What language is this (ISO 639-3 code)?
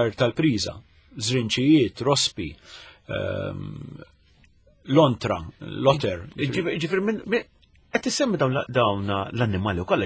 mlt